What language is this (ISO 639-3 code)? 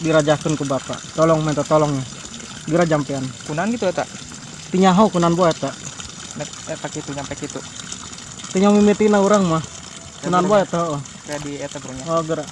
sun